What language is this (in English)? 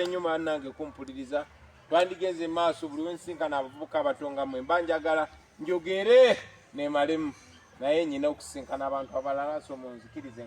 Ganda